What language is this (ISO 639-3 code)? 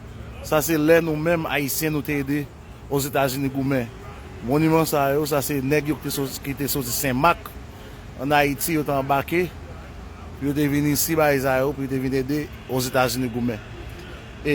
hat